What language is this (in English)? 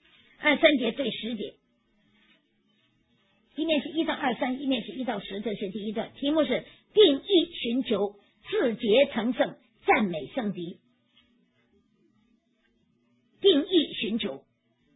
Chinese